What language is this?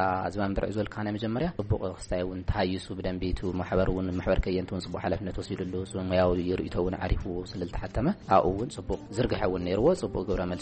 Tigrinya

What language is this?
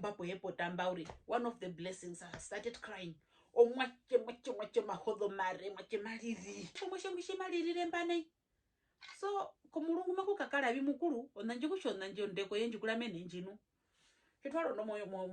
Herero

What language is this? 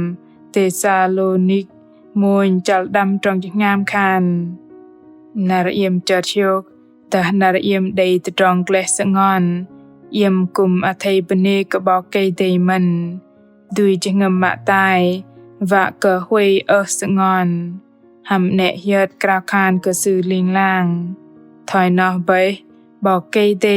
Bahnar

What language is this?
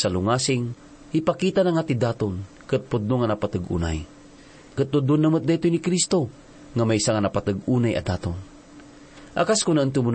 Iloko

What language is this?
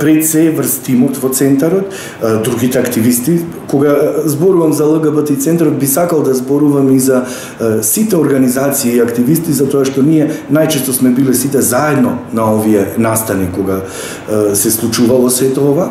Macedonian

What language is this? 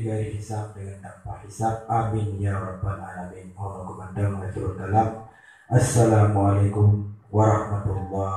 Achinese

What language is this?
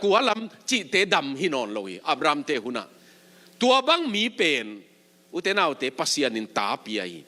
Tedim Chin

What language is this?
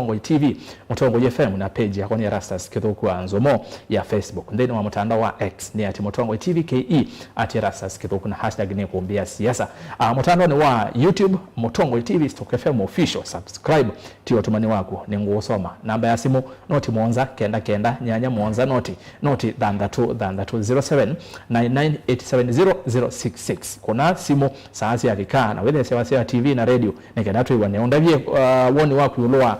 Kamba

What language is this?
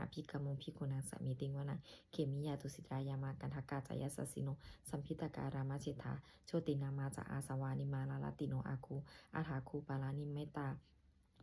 Pali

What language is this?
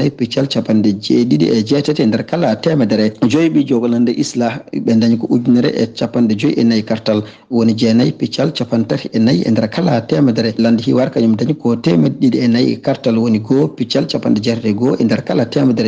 Fula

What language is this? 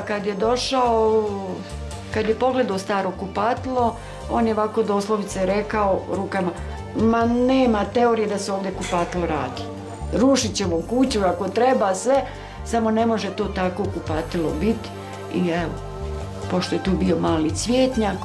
Bosnian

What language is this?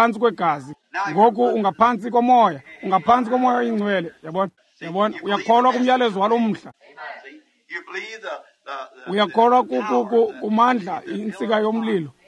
Xhosa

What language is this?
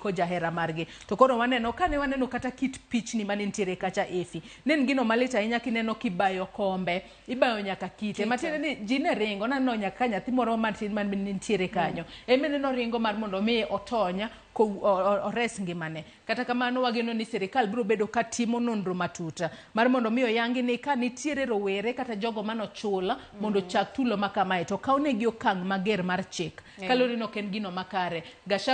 Luo (Kenya and Tanzania)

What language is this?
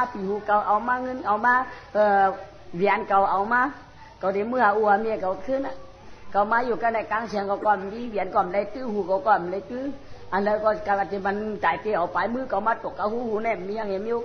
Shan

